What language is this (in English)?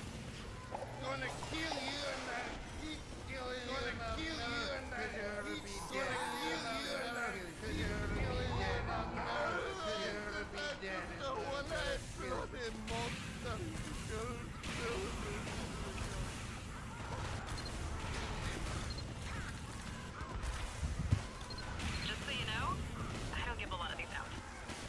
English